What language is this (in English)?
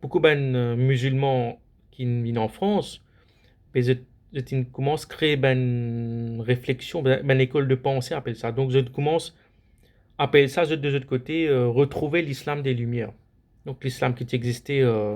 Morisyen